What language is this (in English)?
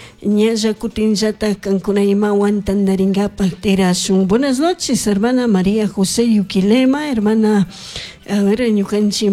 Chimborazo Highland Quichua